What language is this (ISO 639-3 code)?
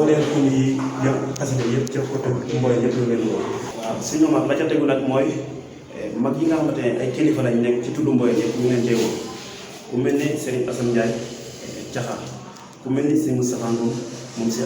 wol